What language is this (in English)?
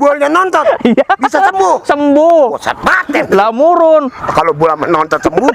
Betawi